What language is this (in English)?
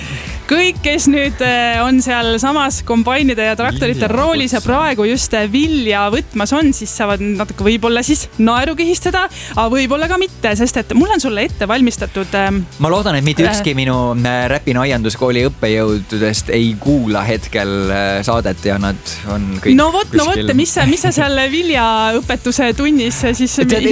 Estonian